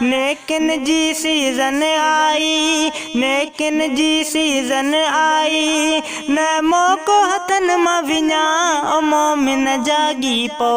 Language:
Sindhi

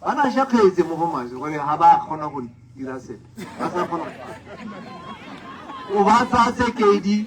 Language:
Tswana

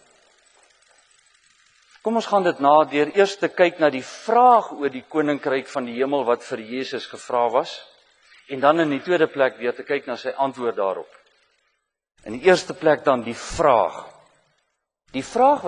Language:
Afrikaans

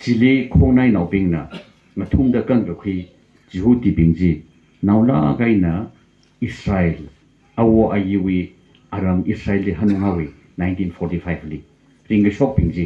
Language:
Tangkhul Naga (India)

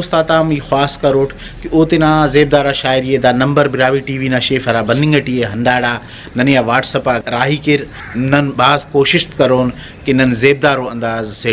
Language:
Brahui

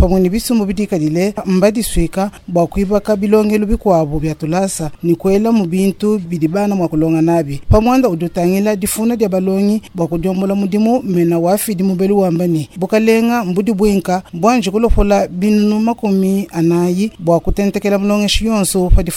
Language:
Luba-Lulua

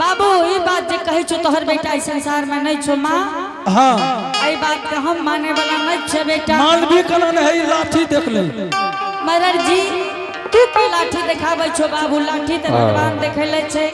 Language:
Angika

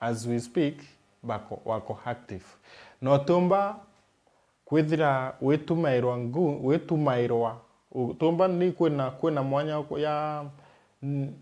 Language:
Meru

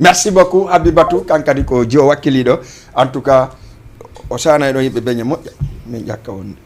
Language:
Fula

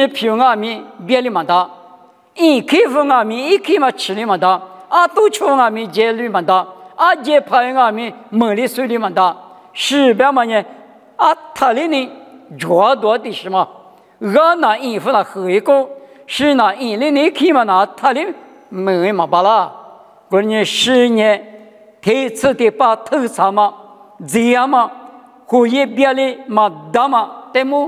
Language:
Lisu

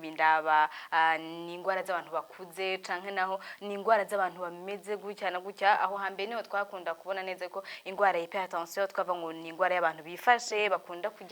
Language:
Rundi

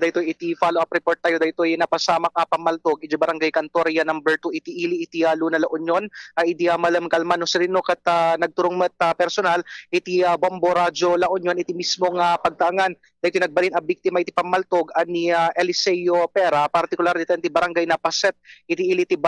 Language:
Iloko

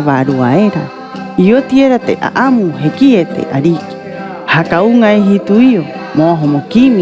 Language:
Rapanui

